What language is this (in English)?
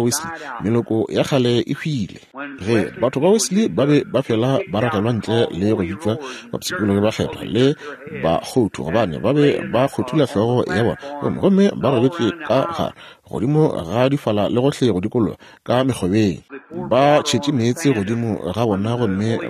Northern Sotho